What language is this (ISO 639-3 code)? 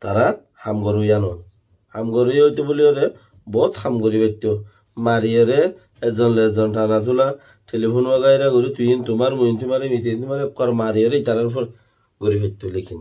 rhg